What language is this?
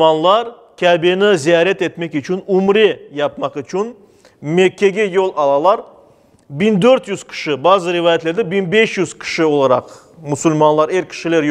Crimean Tatar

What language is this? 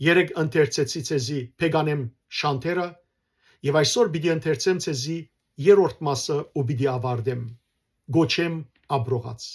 Western Armenian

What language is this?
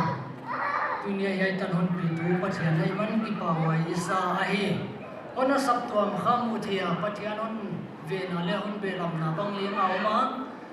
Paite Chin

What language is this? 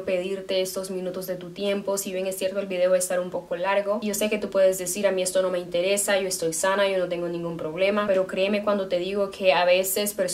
Spanish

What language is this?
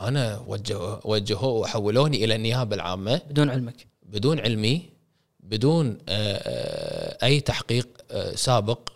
Gulf Arabic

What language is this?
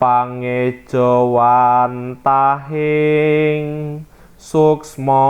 Javanese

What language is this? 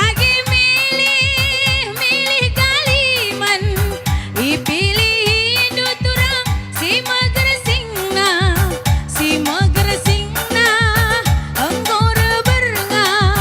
Batak Karo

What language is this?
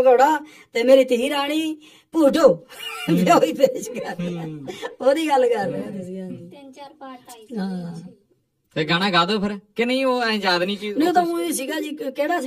Punjabi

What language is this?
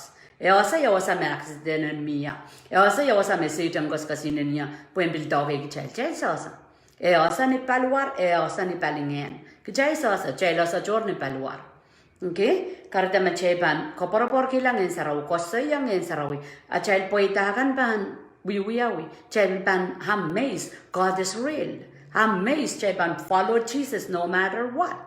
Pohnpeian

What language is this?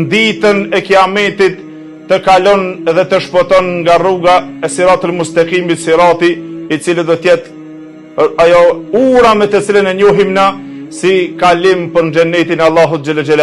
Albanian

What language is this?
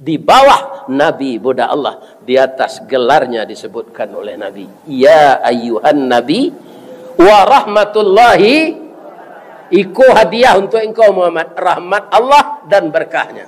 Minangkabau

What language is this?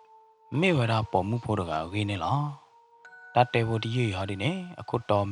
S'gaw Karen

